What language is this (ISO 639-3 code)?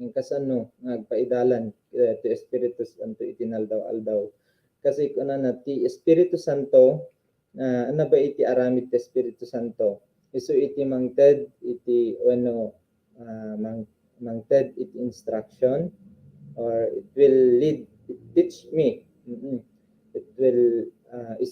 ilo